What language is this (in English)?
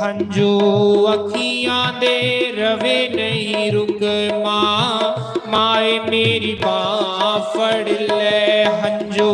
Dogri